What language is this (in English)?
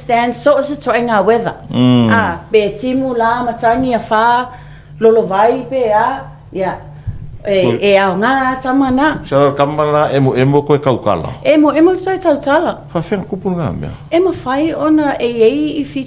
Samoan